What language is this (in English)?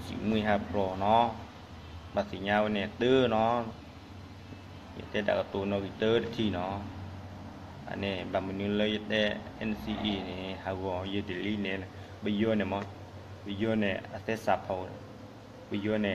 S'gaw Karen